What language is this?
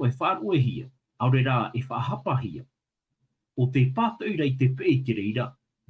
Tahitian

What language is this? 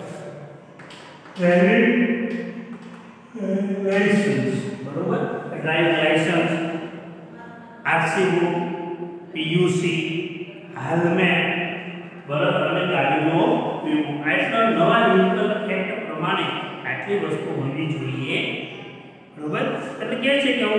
Gujarati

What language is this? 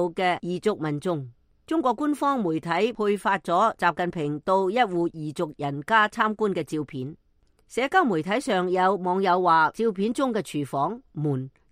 Cantonese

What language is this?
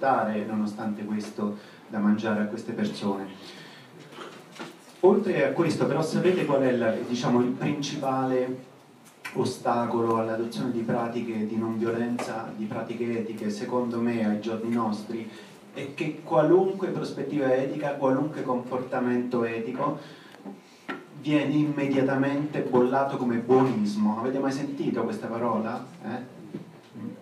Italian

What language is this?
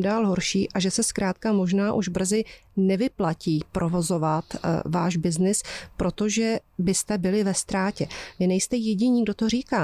Czech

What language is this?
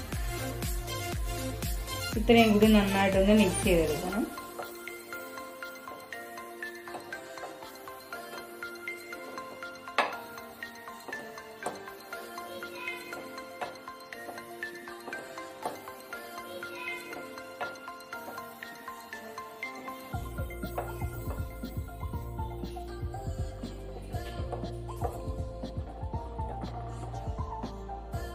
Malayalam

